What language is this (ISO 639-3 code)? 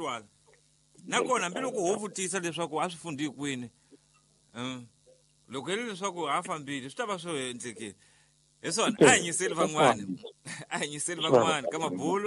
tso